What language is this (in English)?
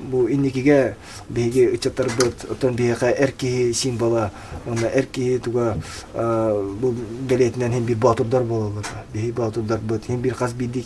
Yakut